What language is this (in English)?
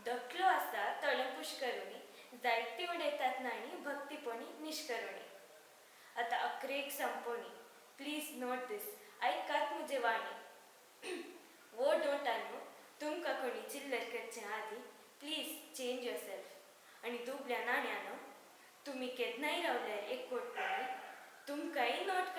Konkani